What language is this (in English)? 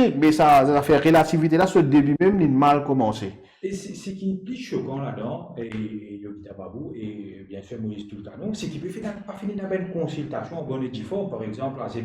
Morisyen